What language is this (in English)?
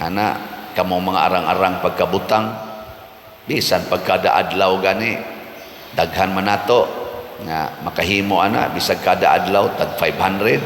Cebuano